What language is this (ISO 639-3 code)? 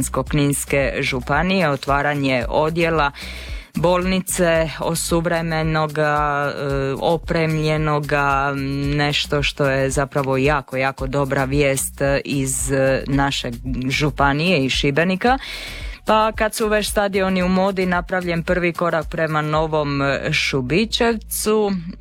hrv